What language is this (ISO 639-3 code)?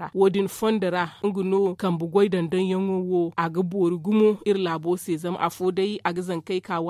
dje